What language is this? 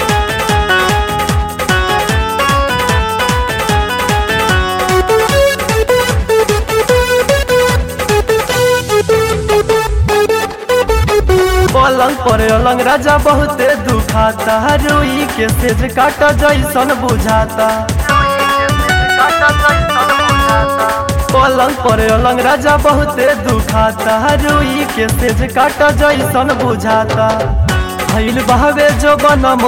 Bhojpuri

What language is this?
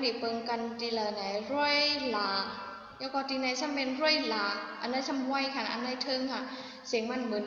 Shan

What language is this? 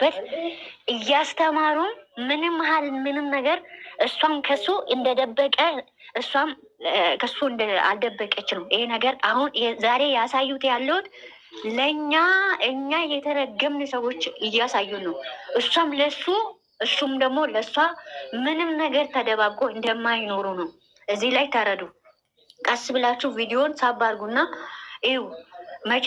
Amharic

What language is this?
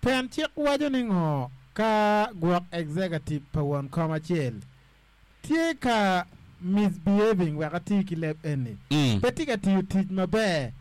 Acoli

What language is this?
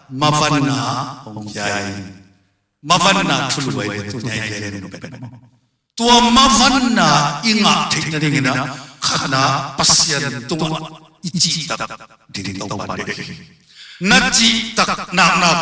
Tedim Chin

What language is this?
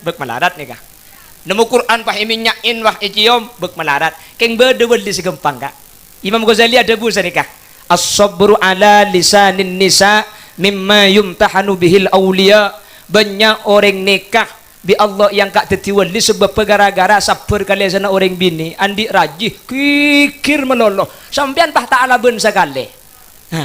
Madurese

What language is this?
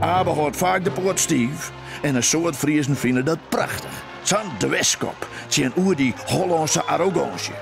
Western Frisian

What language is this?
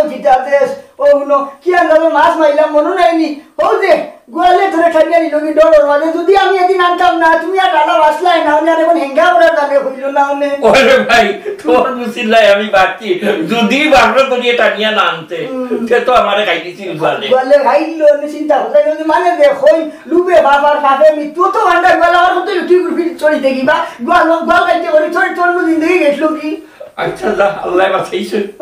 Sylheti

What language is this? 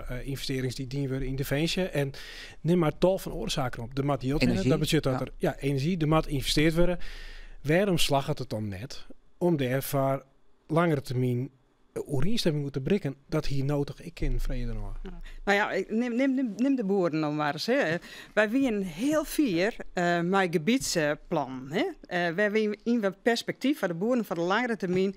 Western Frisian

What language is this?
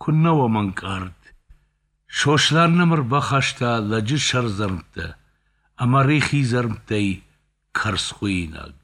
Ossetic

